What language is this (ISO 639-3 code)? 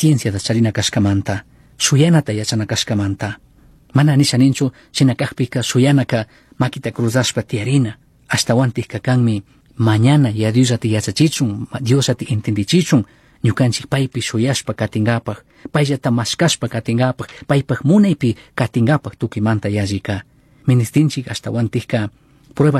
qug